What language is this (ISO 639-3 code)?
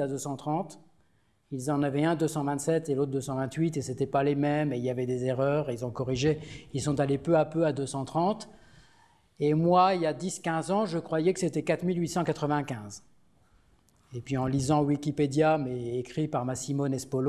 fra